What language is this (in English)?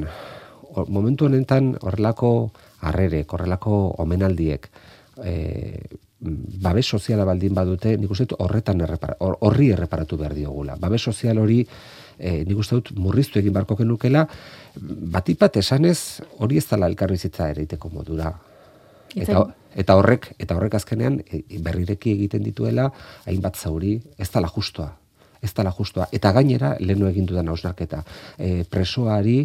Basque